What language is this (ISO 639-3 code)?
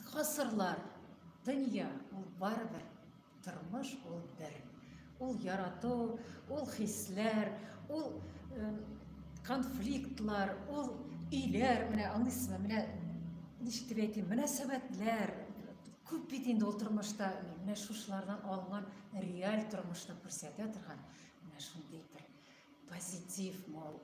tat